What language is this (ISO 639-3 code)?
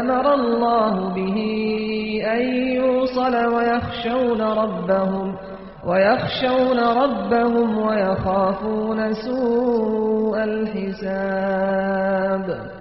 kur